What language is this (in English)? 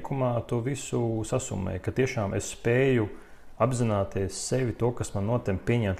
Latvian